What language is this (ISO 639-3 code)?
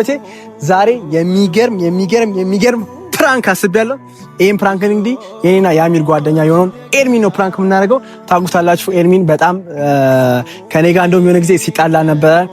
amh